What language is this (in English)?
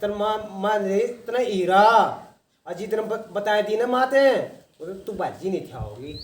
Haryanvi